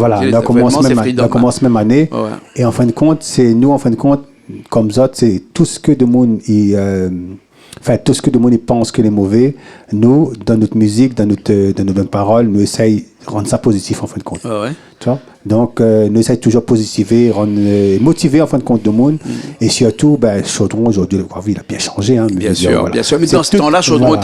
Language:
Réunion Creole French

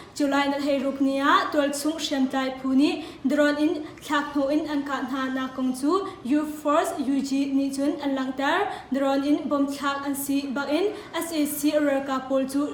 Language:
Hakha Chin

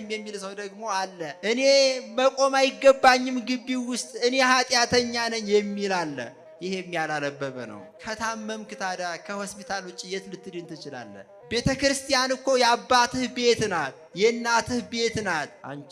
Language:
Amharic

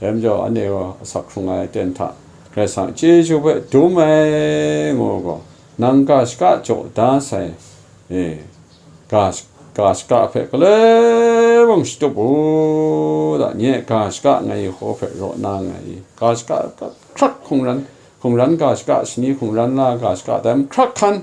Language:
Kachin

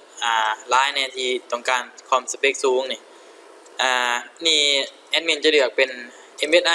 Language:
Lao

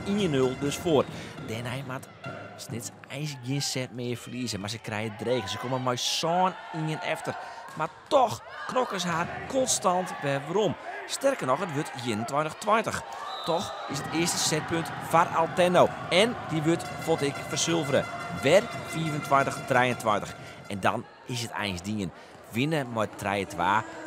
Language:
Western Frisian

